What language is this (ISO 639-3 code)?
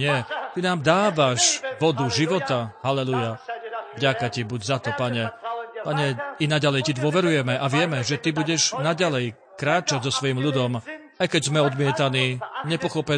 slk